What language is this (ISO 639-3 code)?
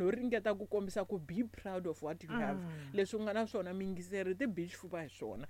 tso